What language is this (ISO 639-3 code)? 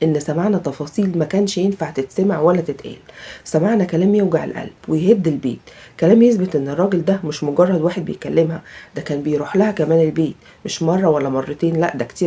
arz